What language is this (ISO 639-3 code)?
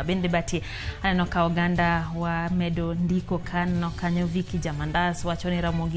luo